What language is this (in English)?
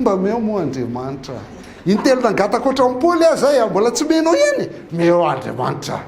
Malagasy